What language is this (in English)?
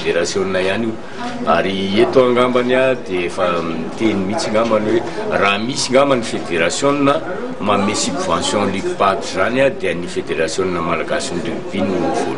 Malagasy